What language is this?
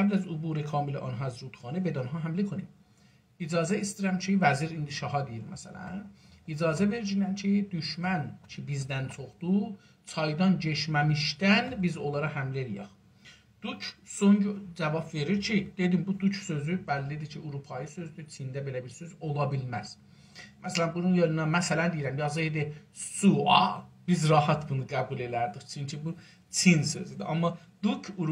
South Azerbaijani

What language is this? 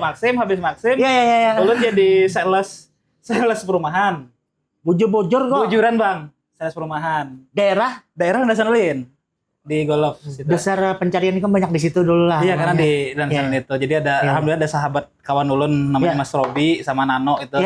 Banjar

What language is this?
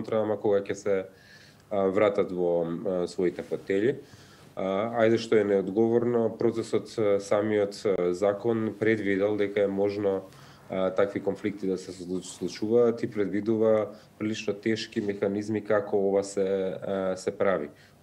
Macedonian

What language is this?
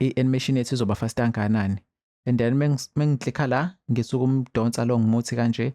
Zulu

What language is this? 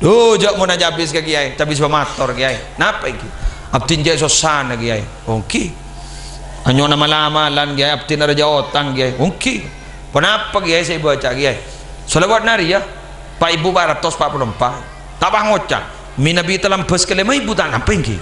Madurese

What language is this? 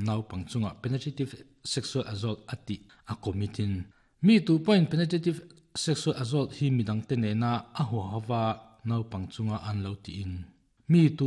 Mizo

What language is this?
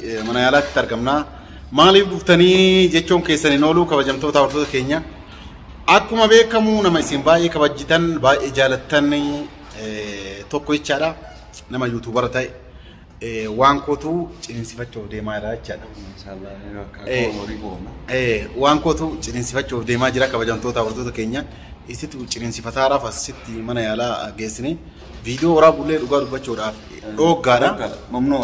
Oromo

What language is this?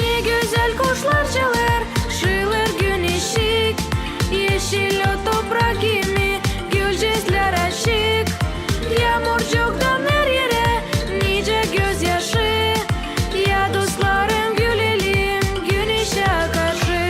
Gagauz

